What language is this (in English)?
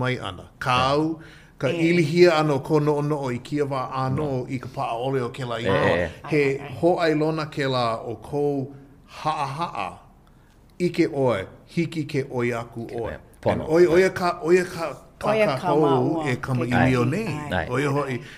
Hawaiian